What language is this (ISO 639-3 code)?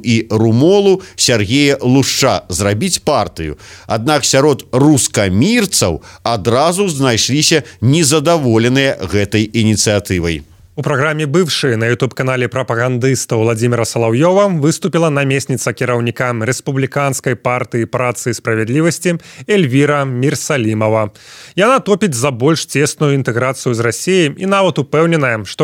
bel